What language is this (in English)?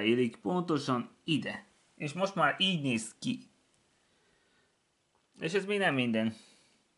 Hungarian